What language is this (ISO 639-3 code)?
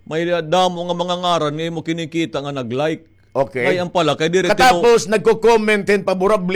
war